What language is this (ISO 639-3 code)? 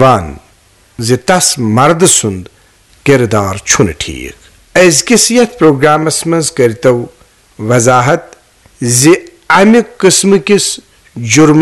kas